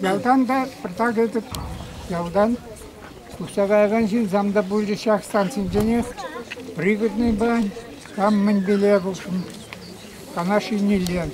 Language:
Chuvash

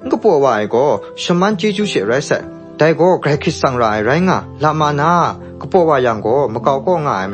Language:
Kachin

